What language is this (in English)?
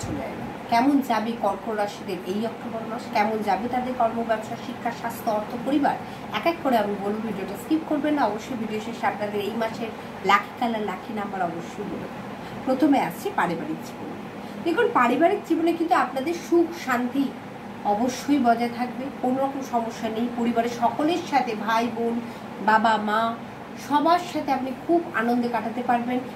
Bangla